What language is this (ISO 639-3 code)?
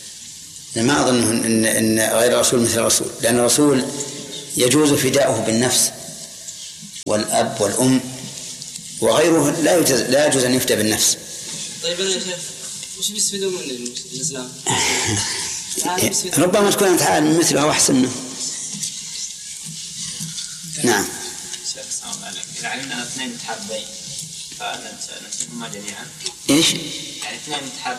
ara